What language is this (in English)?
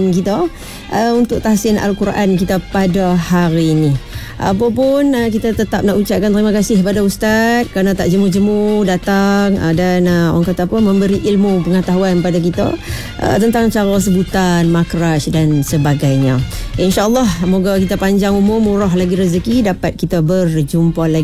Malay